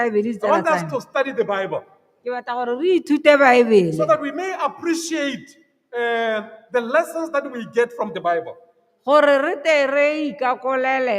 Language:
Tswana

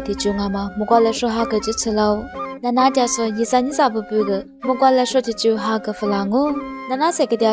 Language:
Lisu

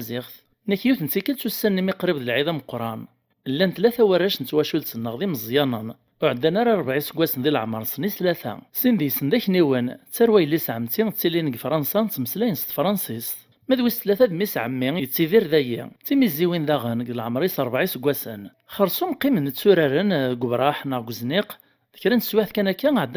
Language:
Kabyle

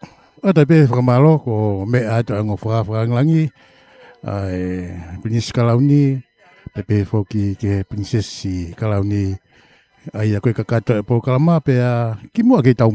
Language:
Tongan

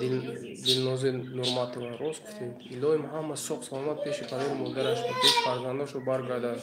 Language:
Tajik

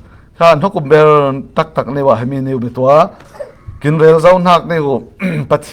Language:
Falam Chin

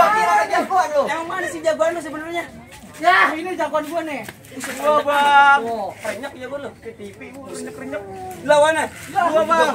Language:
Betawi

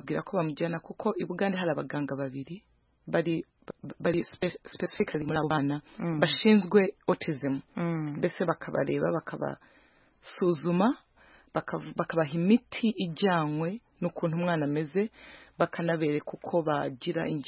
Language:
Kinyarwanda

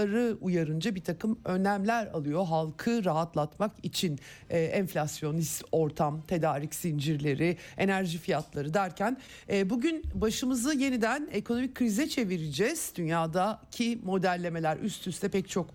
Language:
Turkish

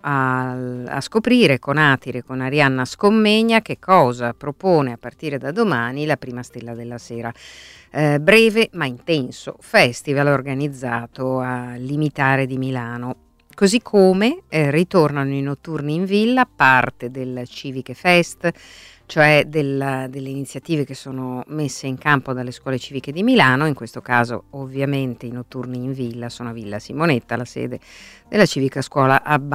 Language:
Italian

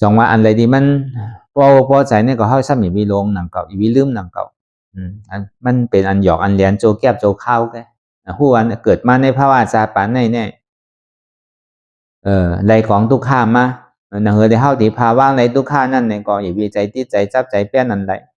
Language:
Shan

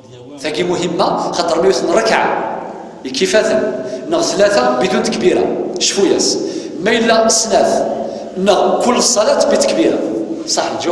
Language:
Kabyle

